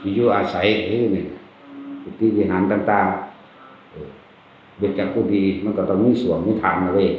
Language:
Northeastern Thai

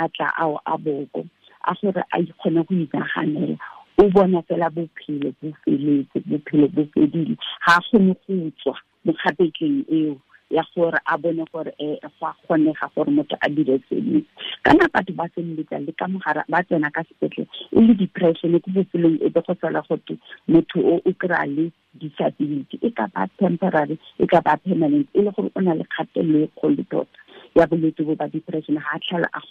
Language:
Tswana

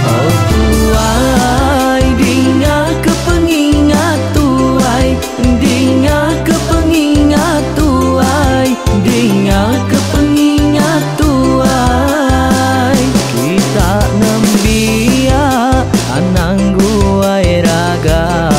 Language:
Iban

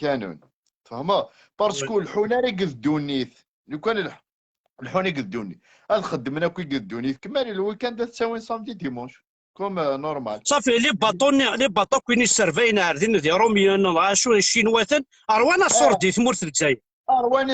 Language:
Kabyle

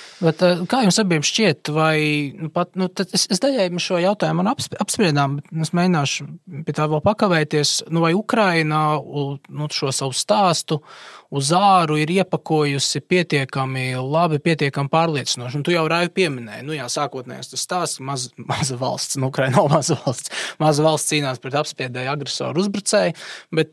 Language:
Latvian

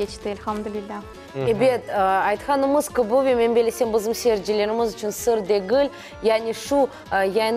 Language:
Crimean Tatar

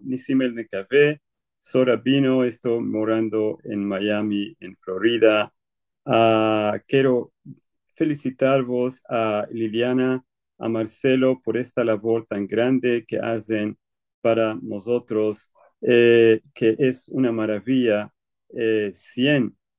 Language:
Ladino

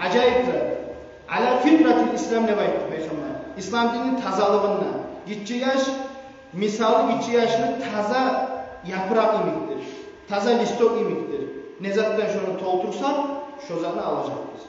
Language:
Kumyk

